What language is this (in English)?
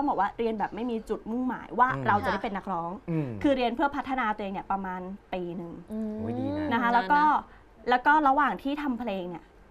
Thai